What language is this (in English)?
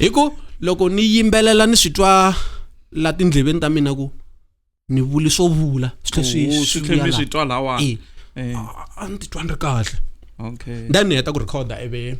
Tsonga